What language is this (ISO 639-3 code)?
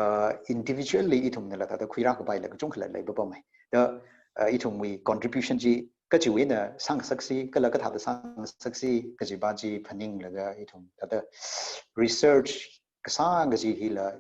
nmf